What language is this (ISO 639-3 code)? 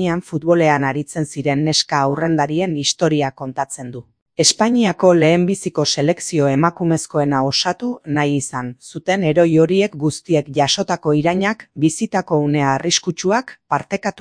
eus